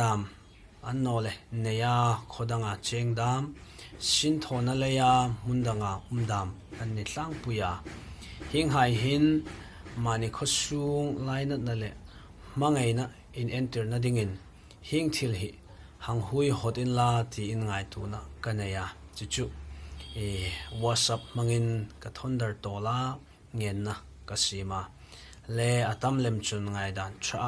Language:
Hmar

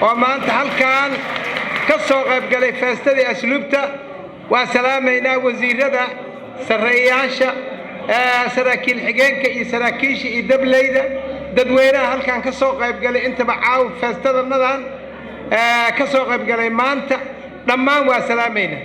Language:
Somali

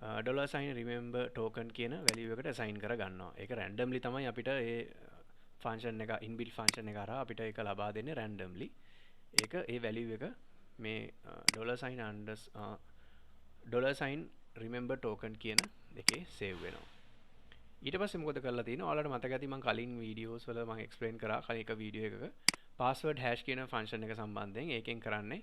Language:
Sinhala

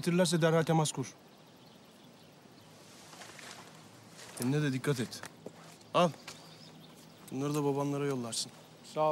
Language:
Turkish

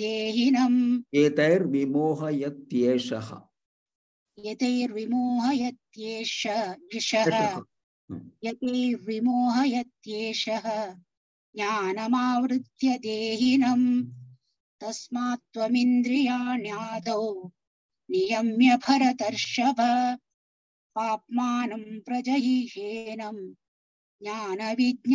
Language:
Sanskrit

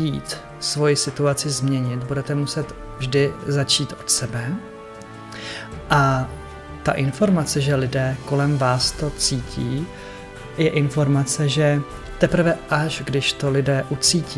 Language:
Czech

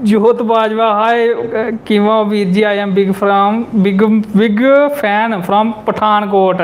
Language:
Dogri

